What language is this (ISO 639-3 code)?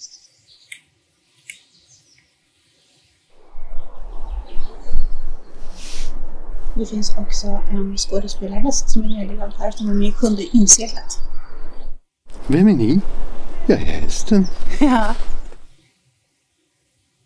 swe